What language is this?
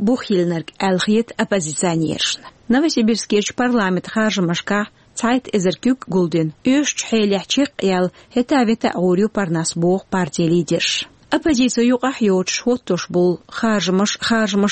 Chechen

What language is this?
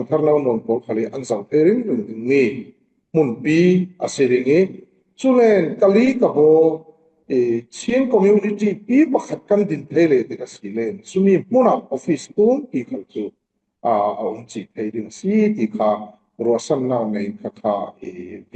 Falam Chin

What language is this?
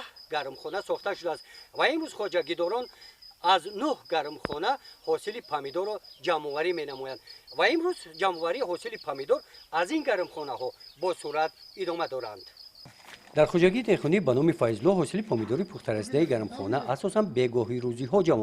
Tajik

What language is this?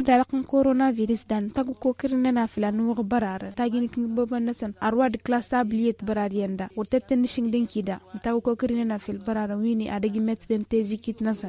Tamasheq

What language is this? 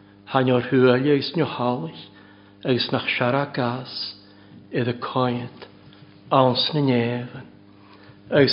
Welsh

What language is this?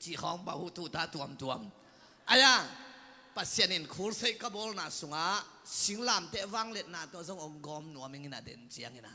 Tedim Chin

